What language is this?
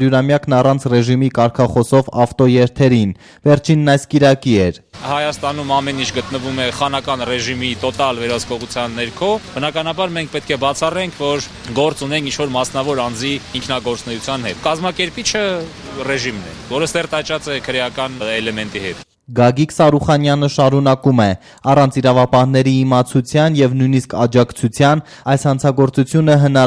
Armenian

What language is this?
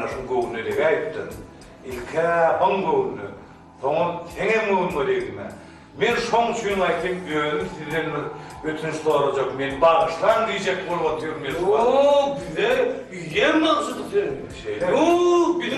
Turkmen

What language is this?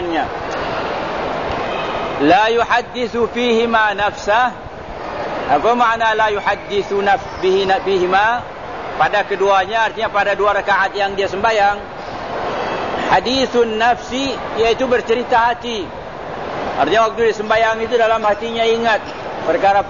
Malay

